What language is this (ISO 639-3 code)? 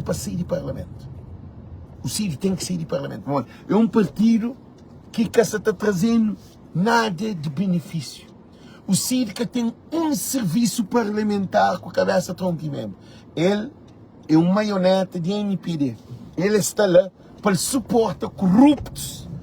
kea